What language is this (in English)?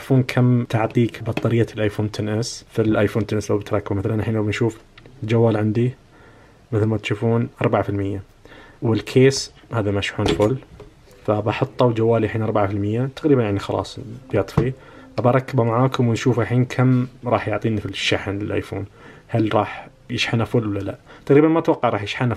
Najdi Arabic